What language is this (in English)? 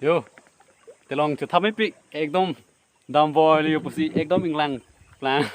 Karbi